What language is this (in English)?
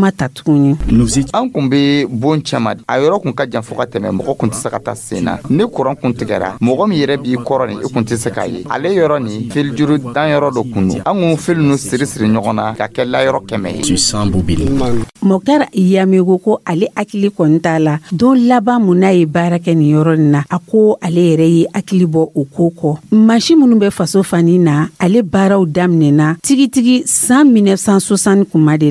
Dyula